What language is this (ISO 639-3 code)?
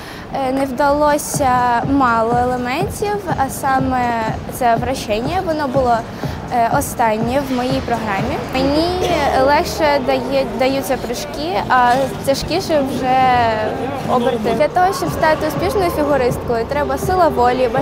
ukr